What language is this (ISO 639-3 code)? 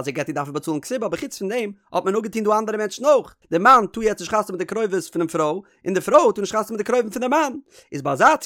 yid